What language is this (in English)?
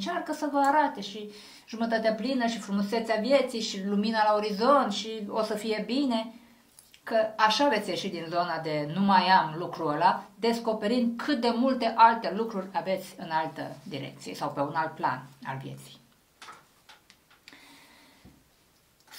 Romanian